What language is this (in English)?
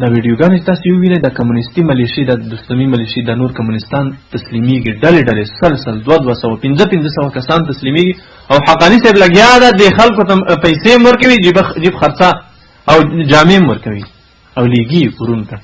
Pashto